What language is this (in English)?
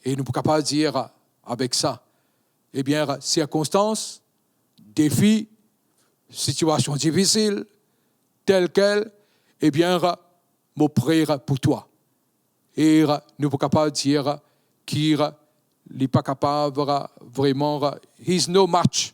Morisyen